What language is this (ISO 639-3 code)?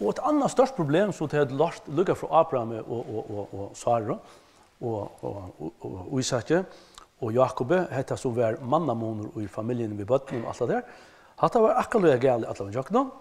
fao